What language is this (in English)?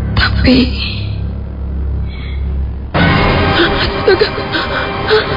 Indonesian